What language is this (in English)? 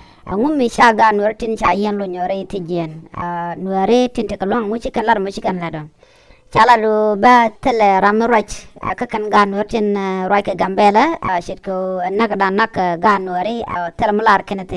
Nuer